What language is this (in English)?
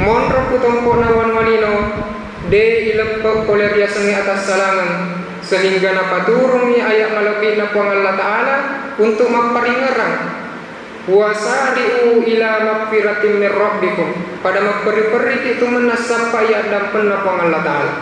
Buginese